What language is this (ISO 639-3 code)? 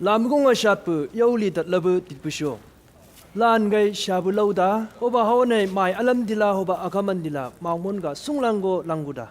nbc